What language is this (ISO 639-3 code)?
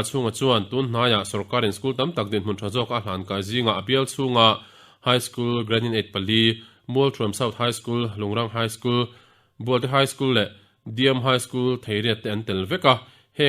lus